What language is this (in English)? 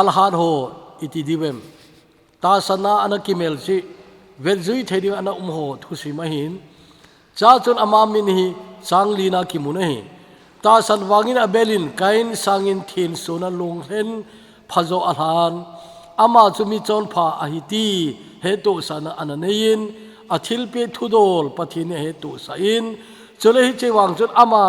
Thado Chin